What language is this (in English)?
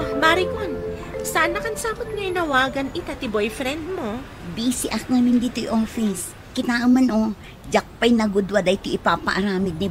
Iloko